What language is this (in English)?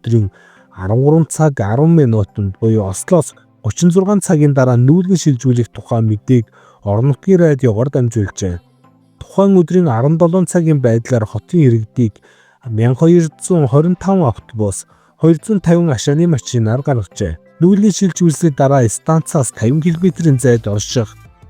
Mongolian